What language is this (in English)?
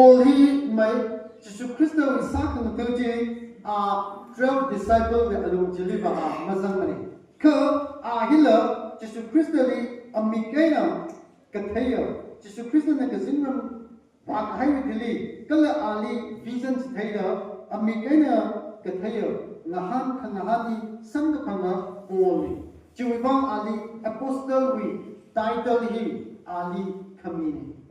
Tangkhul Naga (India)